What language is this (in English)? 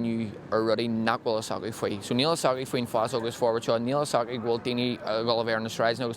Irish